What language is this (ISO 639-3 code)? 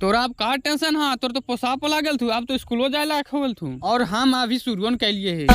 mag